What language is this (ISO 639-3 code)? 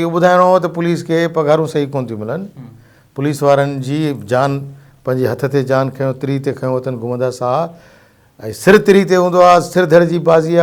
snd